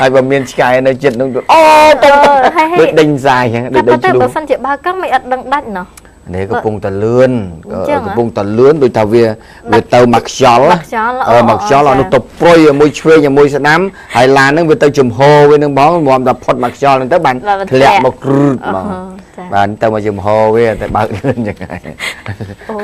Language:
Khmer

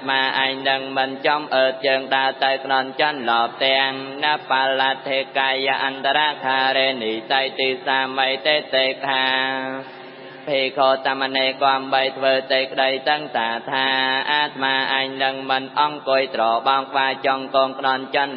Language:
Khmer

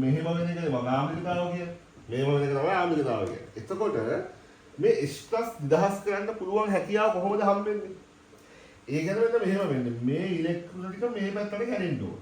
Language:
Sinhala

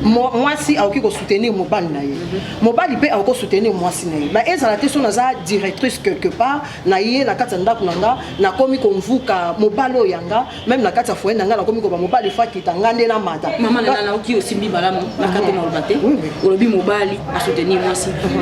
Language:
Lingala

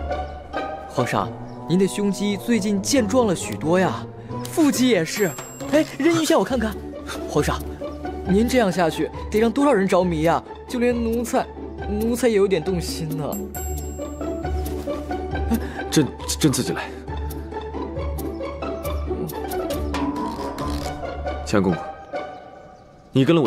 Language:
Chinese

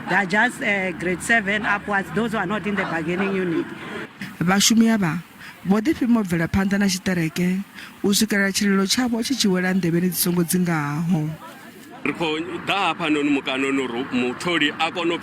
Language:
Venda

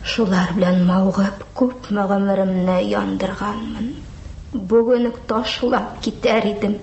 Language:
Tatar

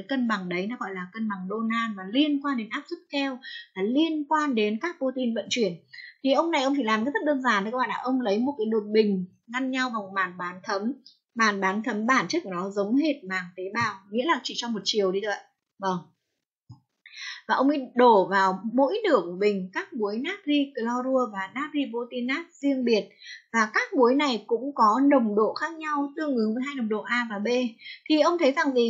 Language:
Vietnamese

